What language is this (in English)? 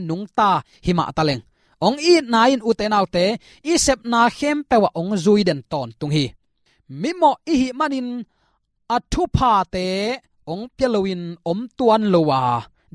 Tedim Chin